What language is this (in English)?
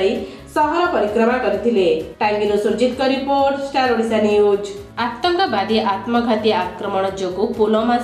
Odia